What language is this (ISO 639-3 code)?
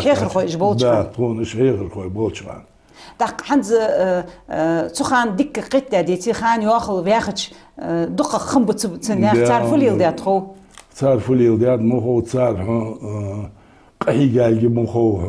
inh